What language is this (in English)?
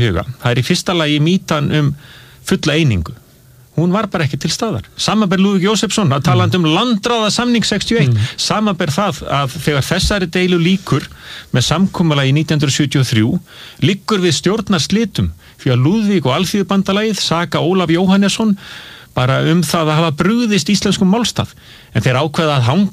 Icelandic